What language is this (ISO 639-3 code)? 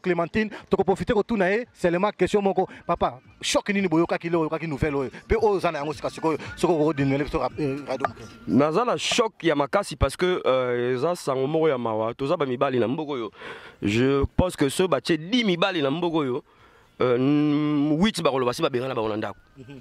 lin